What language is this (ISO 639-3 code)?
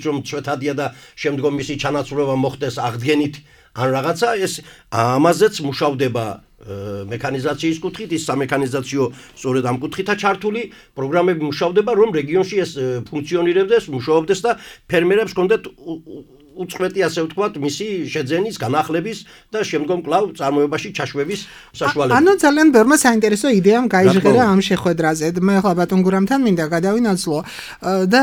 kat